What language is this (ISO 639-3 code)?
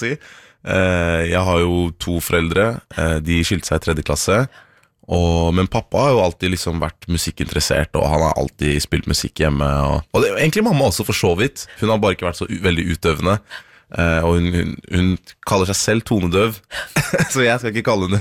nor